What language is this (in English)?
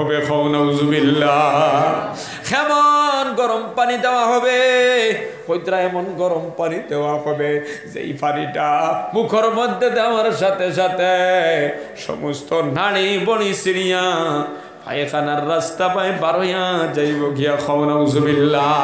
Sylheti